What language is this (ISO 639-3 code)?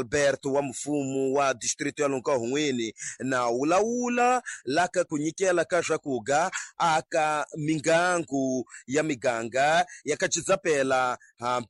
tso